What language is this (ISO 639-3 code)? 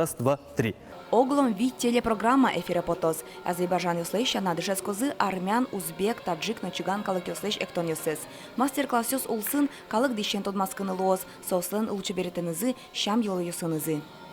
udm